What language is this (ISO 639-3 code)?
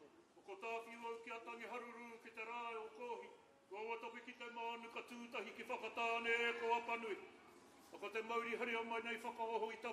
mri